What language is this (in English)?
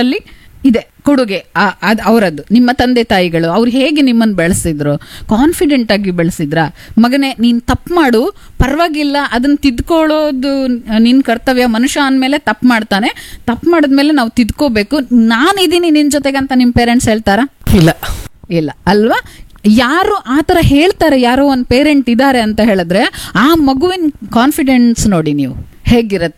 Kannada